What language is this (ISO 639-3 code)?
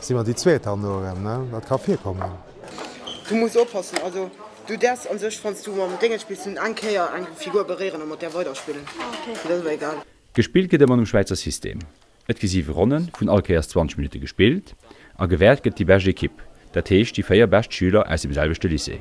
ltz